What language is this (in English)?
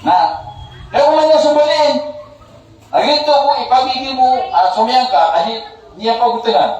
Maranao